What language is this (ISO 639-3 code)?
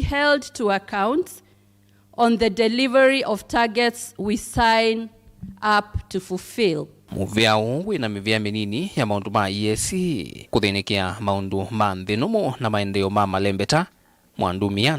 kam